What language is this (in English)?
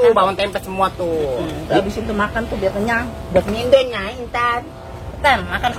Betawi